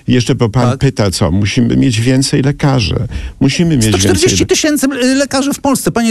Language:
Polish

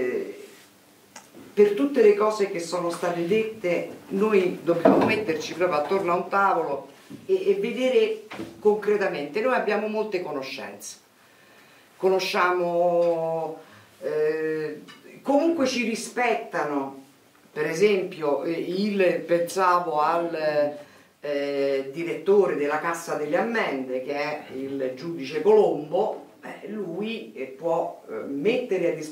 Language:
Italian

